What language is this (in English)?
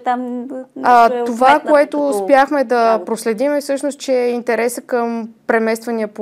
Bulgarian